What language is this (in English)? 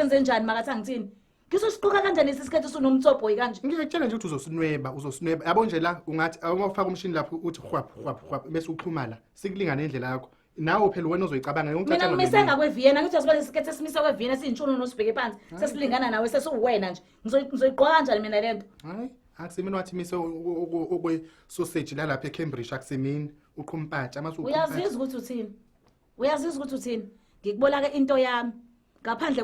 Zulu